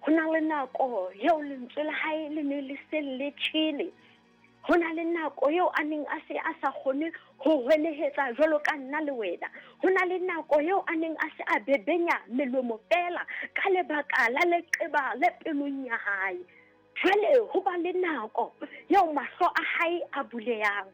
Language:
Southern Sotho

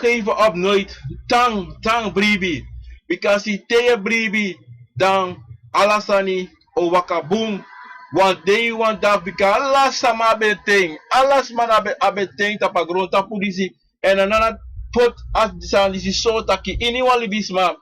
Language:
Sranan Tongo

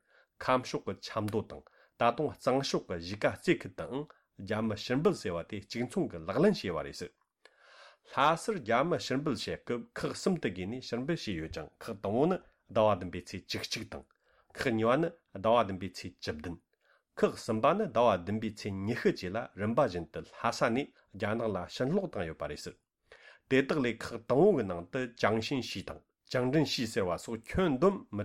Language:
Tibetan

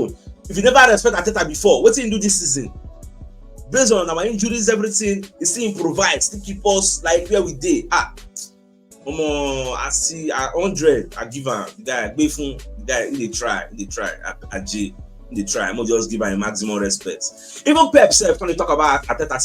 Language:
Nigerian Pidgin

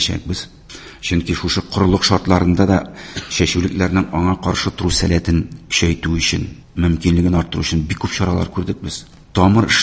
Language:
Tatar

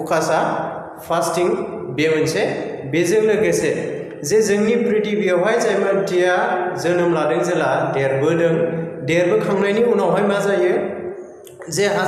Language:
Bodo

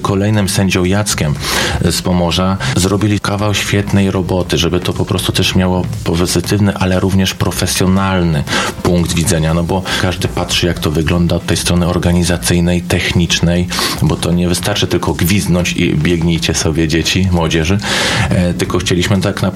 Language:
Polish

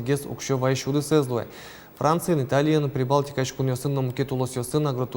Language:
Udmurt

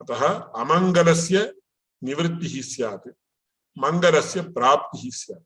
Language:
Sanskrit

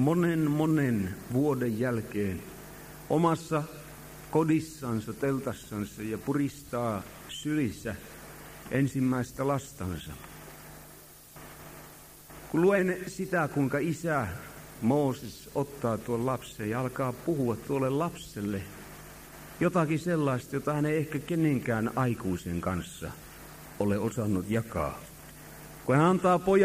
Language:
Finnish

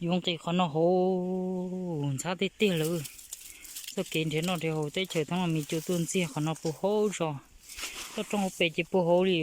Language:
Hmong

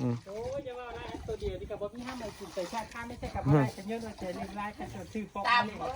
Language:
Northeastern Thai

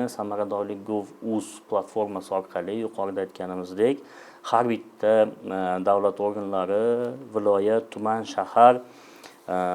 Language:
Uzbek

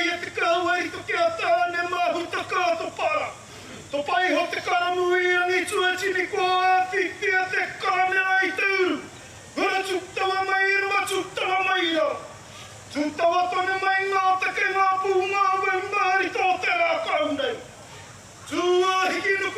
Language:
Māori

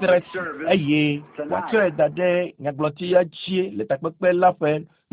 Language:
Ewe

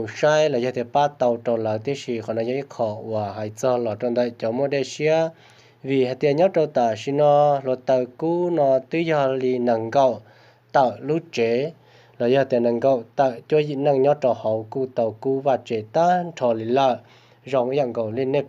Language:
Hmong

